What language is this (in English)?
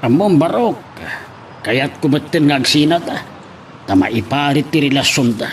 Iloko